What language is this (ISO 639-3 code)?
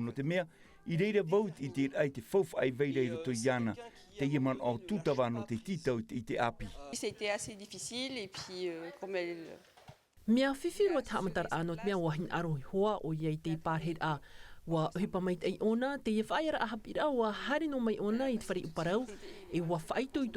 tah